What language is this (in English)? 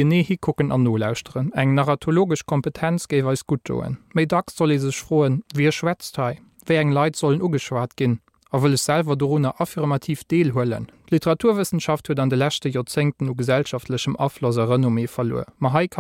Luxembourgish